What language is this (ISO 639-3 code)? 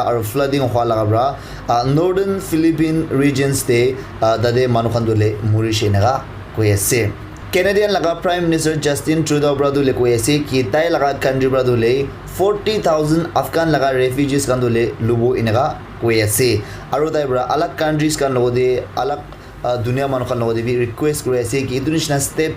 nag